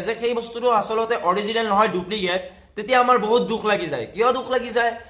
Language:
Assamese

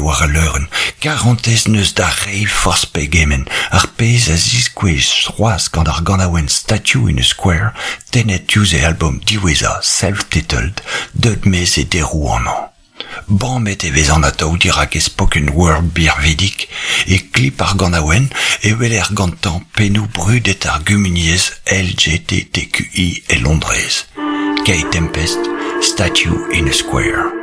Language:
Breton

